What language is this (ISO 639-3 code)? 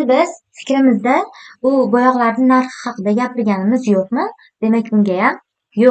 uzb